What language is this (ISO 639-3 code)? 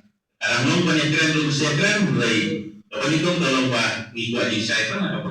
kha